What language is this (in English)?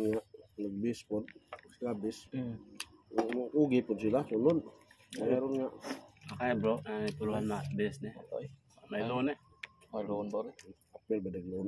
Cebuano